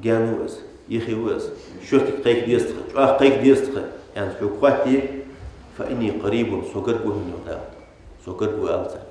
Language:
Ingush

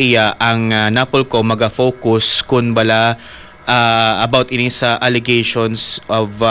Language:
Hiligaynon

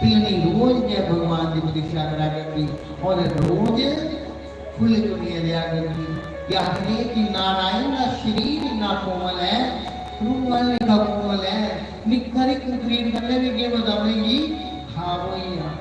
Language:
Dogri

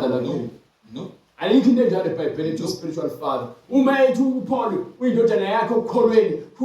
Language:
Zulu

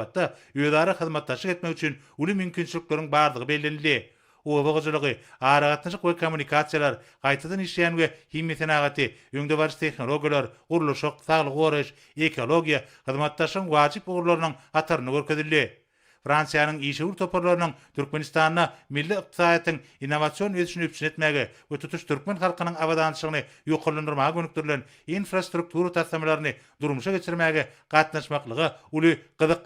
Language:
Turkmen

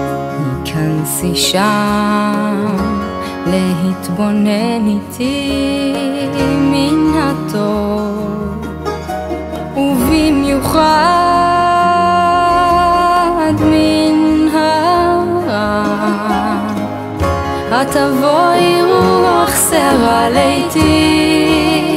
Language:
Hebrew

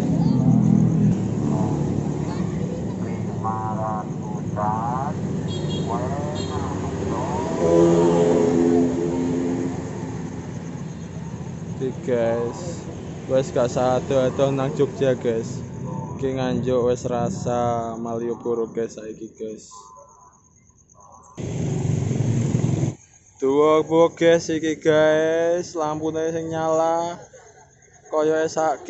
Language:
Javanese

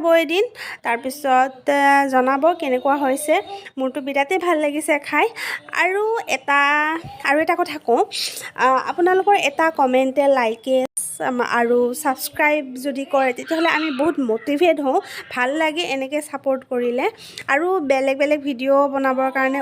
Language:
Assamese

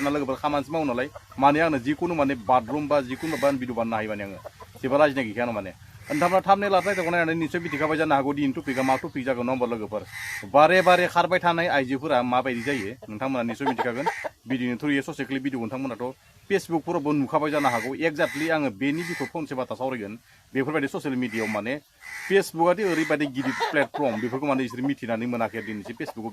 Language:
Bodo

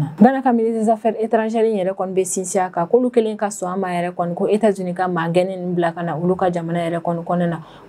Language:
Bambara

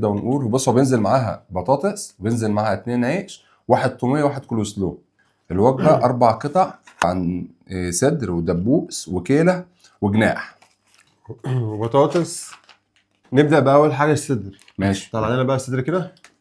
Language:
Egyptian Arabic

